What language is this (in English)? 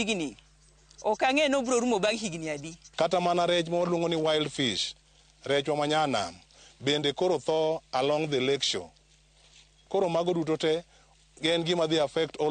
Luo (Kenya and Tanzania)